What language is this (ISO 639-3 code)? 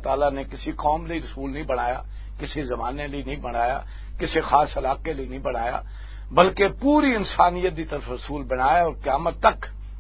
lah